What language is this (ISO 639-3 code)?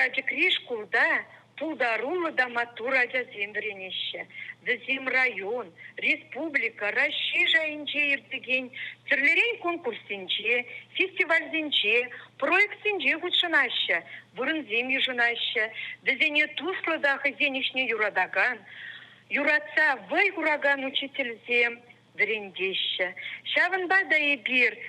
chv